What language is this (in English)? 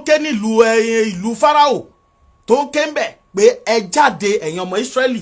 Yoruba